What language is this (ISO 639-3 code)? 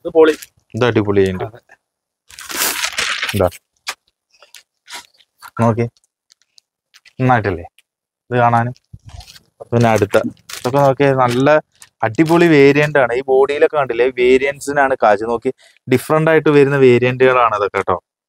mal